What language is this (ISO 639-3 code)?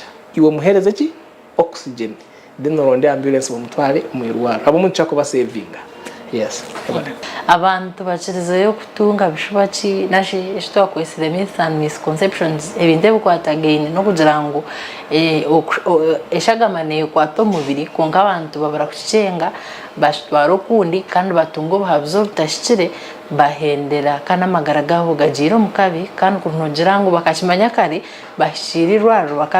nyn